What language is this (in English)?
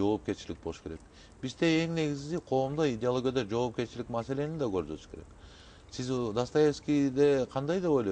Kyrgyz